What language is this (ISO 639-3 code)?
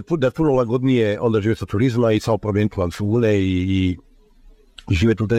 hrv